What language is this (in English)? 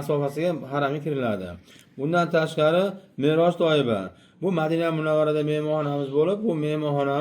Uzbek